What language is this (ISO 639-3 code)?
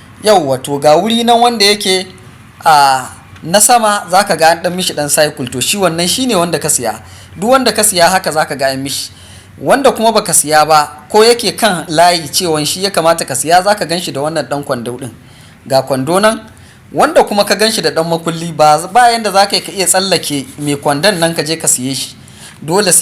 hau